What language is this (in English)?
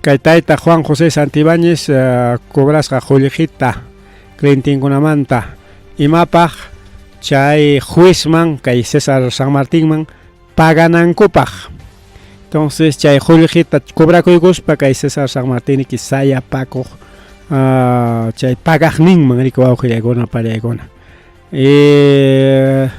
Ayacucho Quechua